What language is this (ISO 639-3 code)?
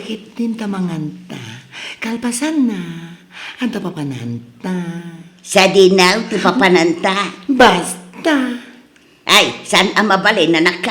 ilo